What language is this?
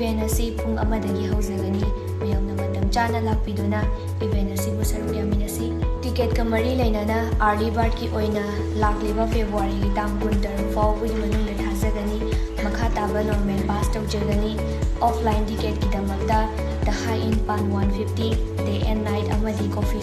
Manipuri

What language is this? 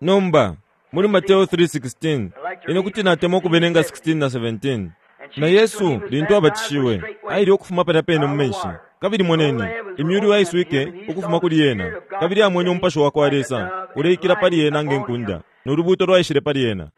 Bemba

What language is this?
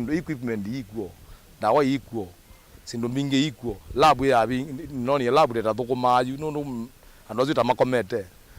Kamba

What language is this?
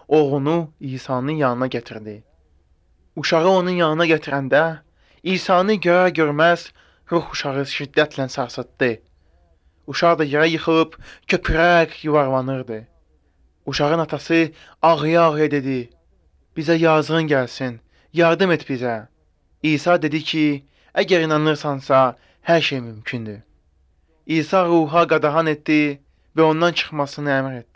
Azerbaijani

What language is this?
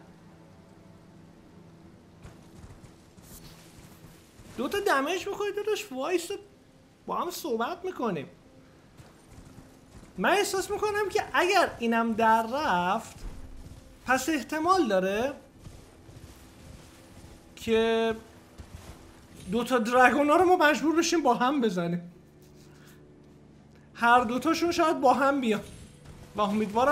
Persian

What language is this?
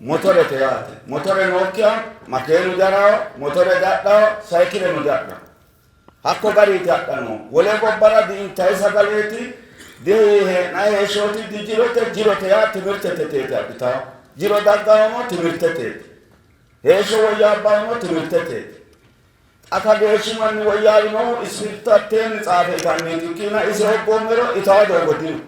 Sidamo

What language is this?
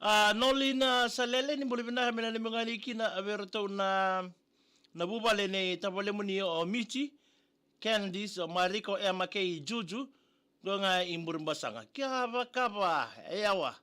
Fijian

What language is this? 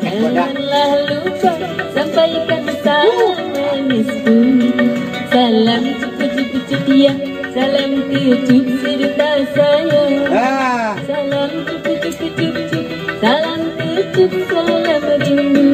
Betawi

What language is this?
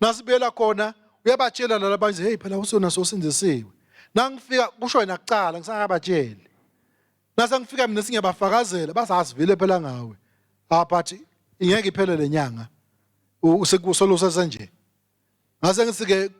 Swati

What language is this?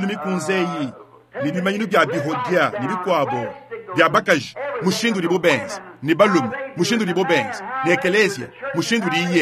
Luba-Lulua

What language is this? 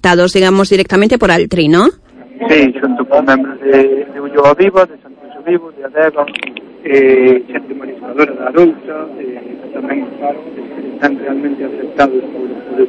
Galician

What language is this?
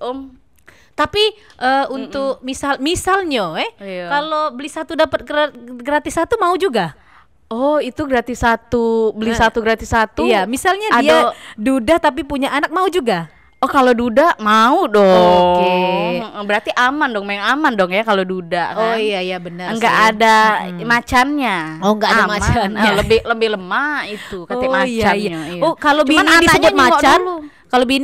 Musi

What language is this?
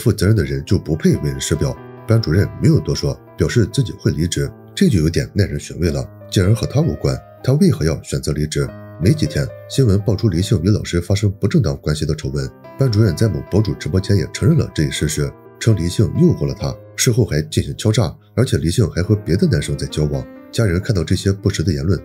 Chinese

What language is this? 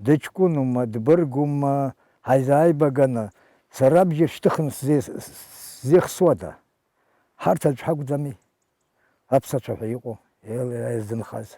Abkhazian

